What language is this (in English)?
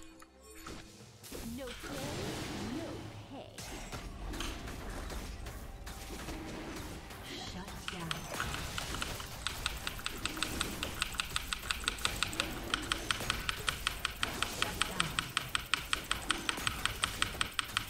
Italian